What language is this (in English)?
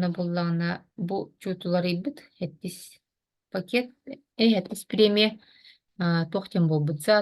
Yakut